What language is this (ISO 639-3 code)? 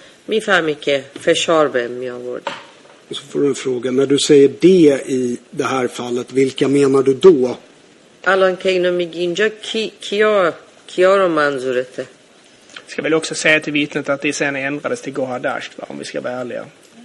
swe